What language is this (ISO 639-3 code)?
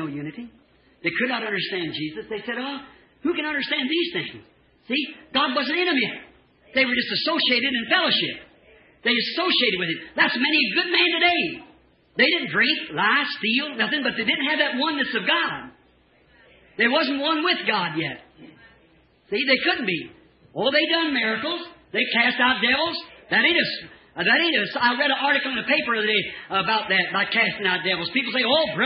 eng